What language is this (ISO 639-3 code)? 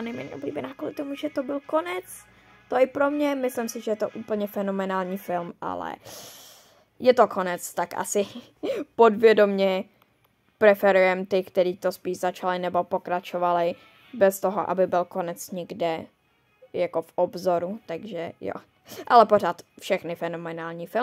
ces